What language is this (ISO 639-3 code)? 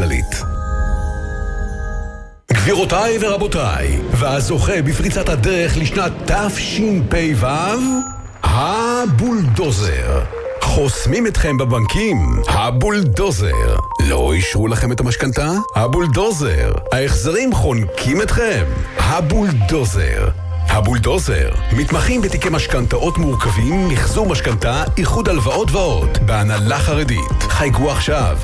heb